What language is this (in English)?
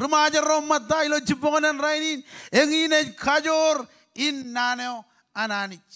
Marshallese